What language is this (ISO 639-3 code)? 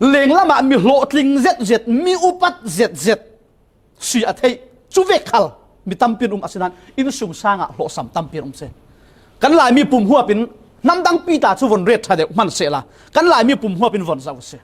cfm